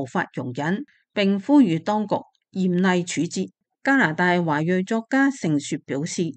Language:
Cantonese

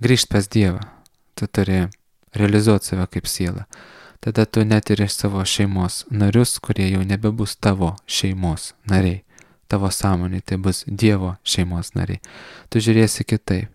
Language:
Lithuanian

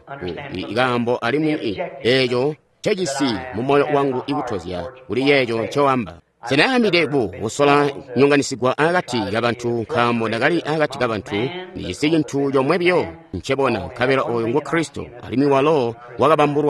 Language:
Tonga (Zambia)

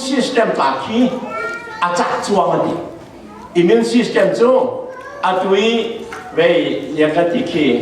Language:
Falam Chin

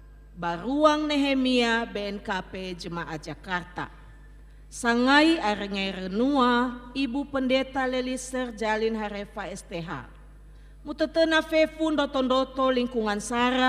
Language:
Nias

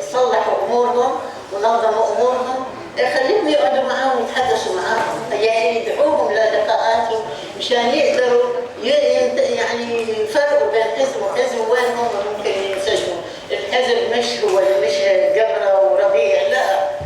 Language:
North Levantine Arabic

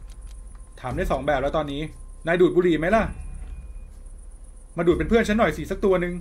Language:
Thai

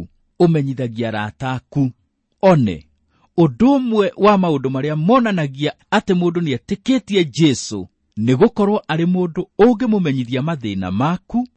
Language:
Kikuyu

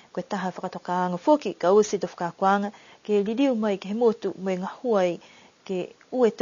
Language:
Niuean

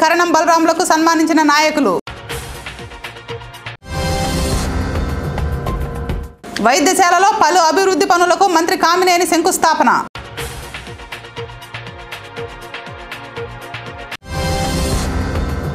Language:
Telugu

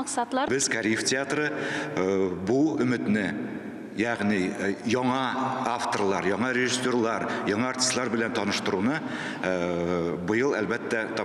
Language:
Tatar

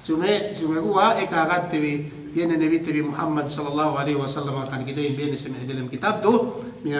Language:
Yakan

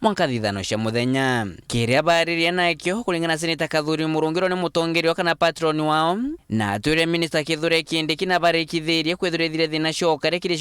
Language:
Meru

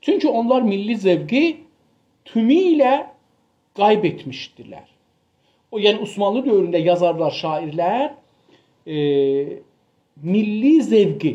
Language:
South Azerbaijani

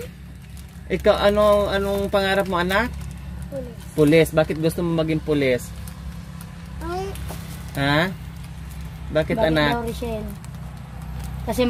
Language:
Filipino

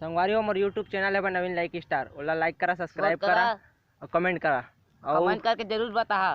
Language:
Chhattisgarhi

